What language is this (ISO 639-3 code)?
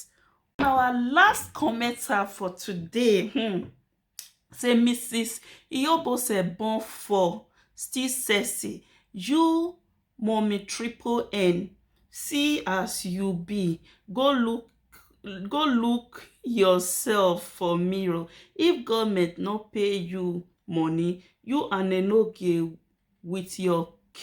pcm